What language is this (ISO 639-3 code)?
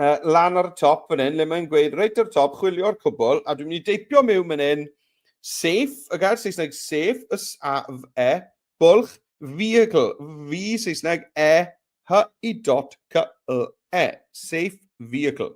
cym